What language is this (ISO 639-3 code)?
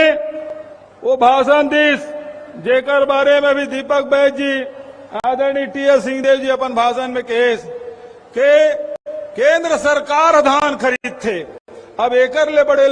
hne